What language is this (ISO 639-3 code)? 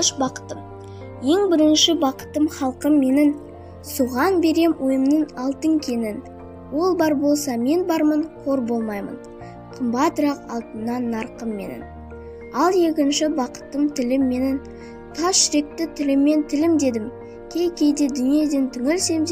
kaz